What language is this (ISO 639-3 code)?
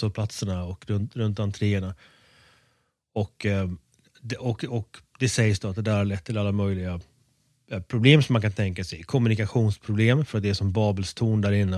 swe